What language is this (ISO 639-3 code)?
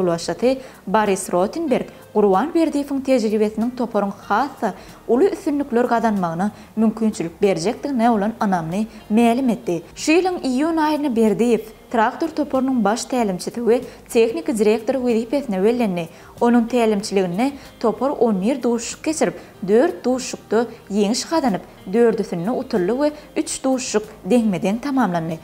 tuk